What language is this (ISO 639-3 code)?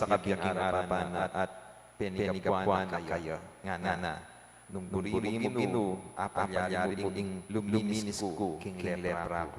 pam